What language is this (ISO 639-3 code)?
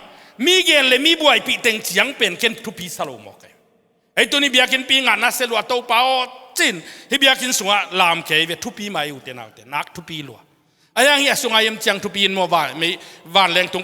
ctd